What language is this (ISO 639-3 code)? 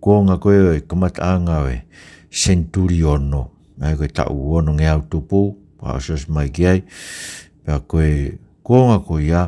ton